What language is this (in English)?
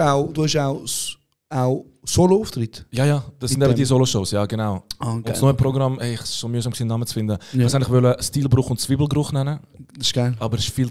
Swiss German